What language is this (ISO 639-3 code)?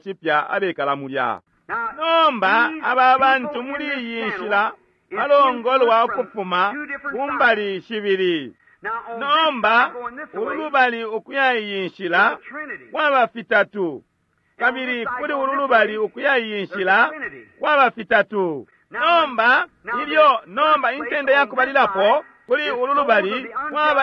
bem